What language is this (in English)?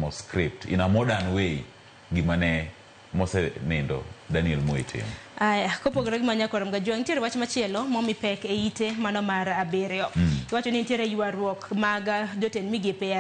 Luo (Kenya and Tanzania)